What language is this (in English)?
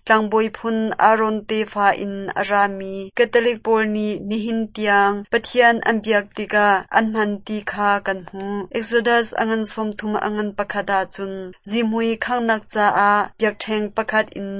Hakha Chin